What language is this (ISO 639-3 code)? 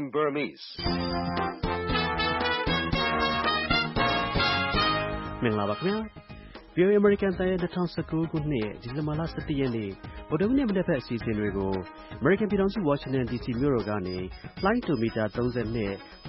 mya